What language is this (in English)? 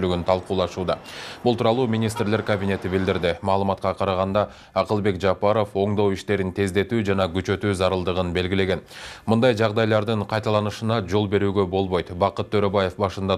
Kyrgyz